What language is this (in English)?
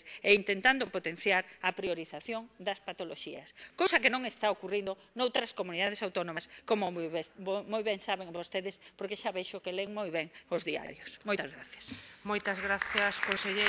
Galician